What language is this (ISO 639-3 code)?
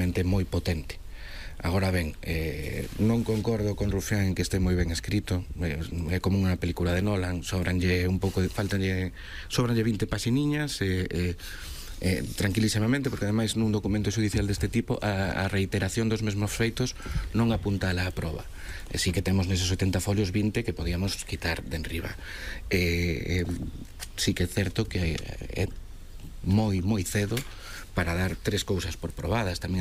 glg